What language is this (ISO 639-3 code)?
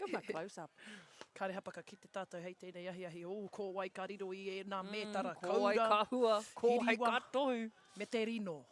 mri